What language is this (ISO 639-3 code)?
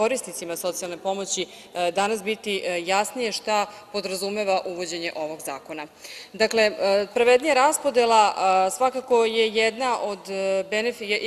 srp